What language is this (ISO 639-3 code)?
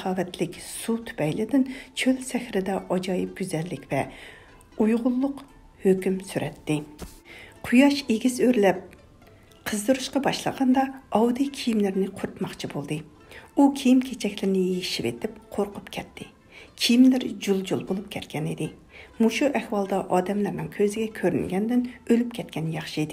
uig